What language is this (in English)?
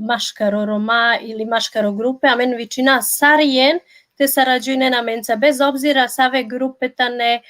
Balkan Romani